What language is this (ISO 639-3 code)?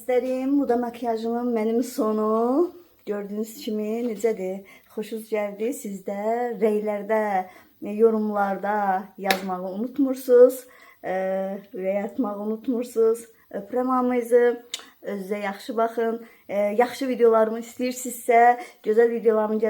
aze